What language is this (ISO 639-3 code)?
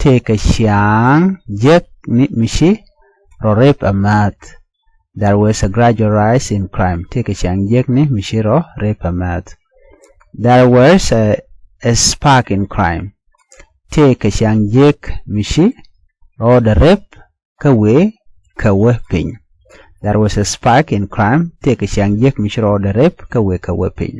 nus